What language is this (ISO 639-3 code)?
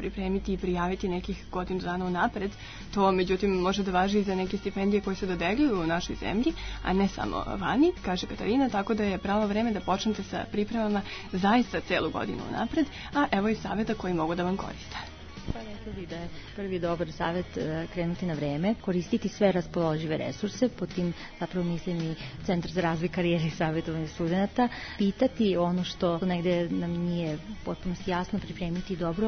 srp